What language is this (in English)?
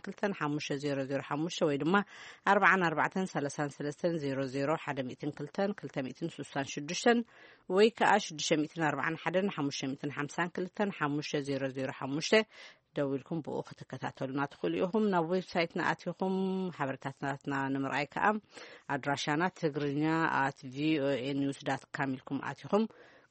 Tigrinya